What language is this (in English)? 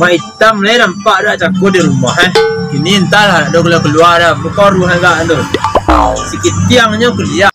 Minangkabau